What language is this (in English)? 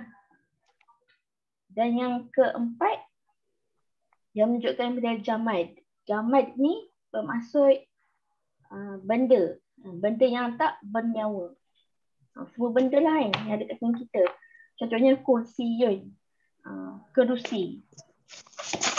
Malay